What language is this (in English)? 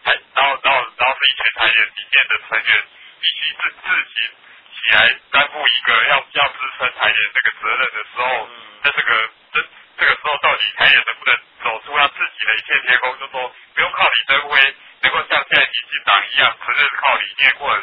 Chinese